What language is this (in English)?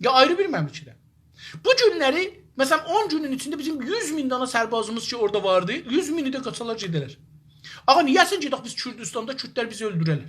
South Azerbaijani